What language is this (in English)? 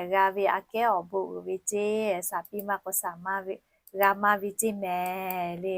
Lahu